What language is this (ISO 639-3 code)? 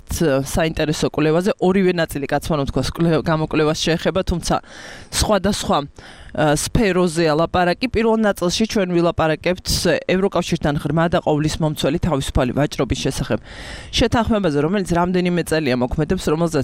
kat